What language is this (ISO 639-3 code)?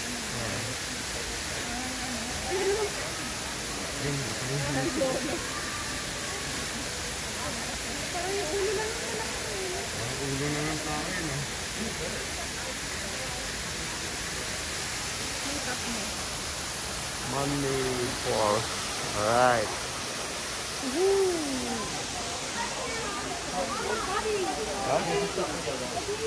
fil